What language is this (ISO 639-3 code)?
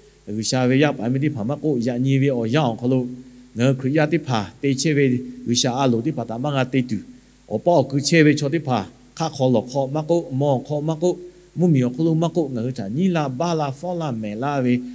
lhu